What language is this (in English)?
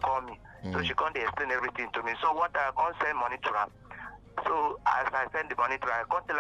Nigerian Pidgin